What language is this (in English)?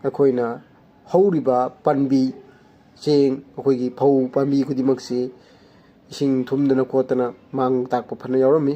Manipuri